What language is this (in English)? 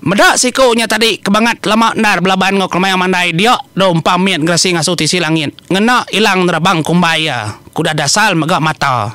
Iban